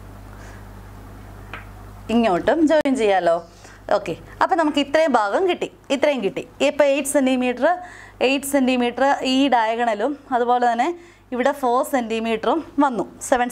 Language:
Malayalam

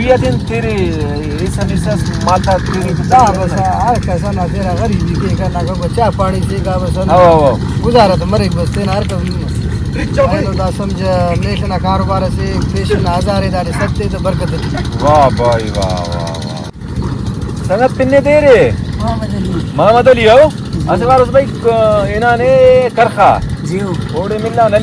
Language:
Brahui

